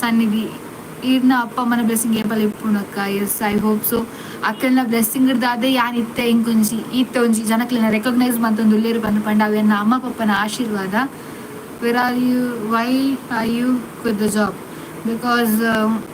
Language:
Tulu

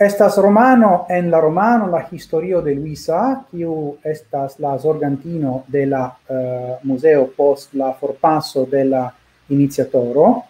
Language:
Esperanto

